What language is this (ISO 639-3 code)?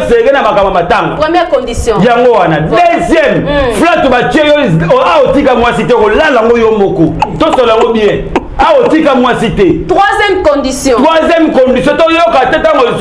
lin